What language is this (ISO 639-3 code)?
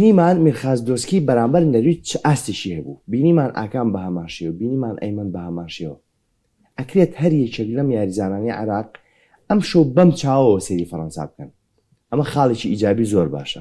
ckb